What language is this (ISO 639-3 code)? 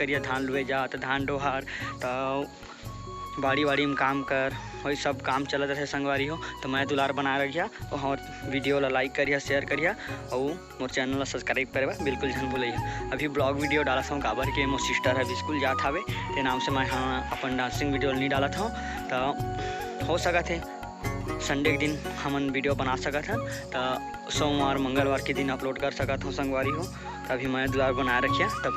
hne